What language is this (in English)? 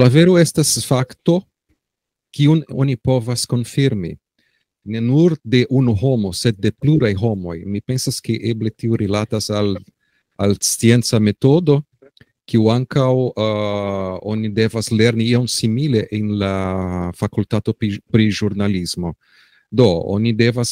Esperanto